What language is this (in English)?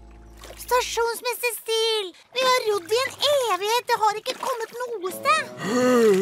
Norwegian